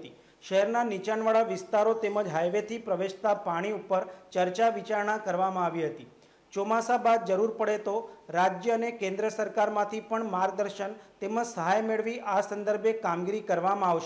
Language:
Gujarati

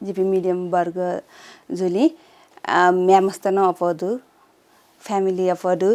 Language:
Newari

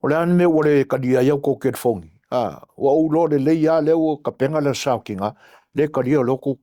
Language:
Samoan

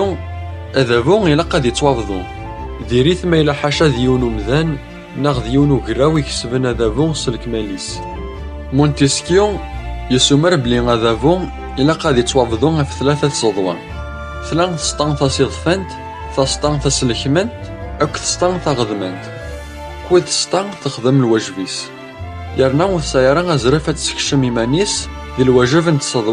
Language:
Kabyle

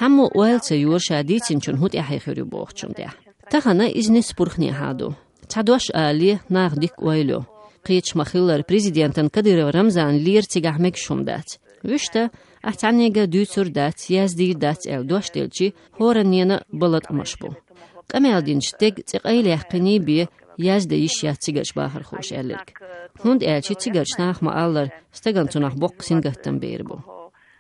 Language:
Chechen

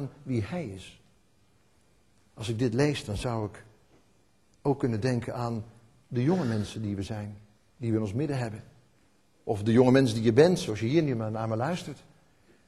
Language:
Dutch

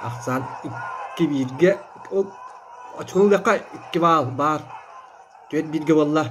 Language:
Yakut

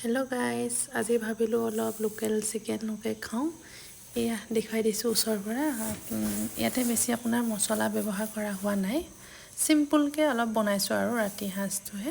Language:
Assamese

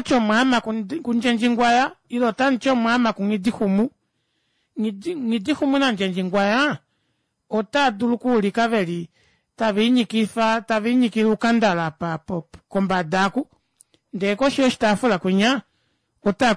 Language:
Kuanyama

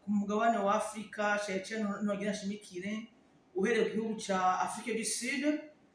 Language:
Rundi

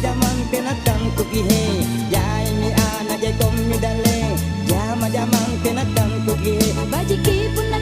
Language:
Makasar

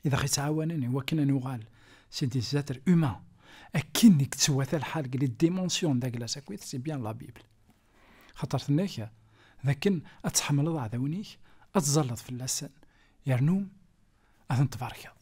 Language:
Kabyle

